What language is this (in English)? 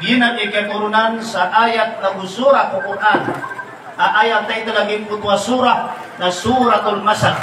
Maranao